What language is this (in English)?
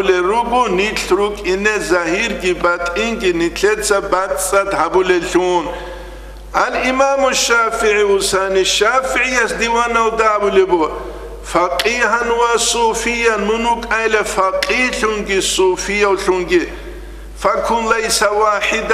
Avaric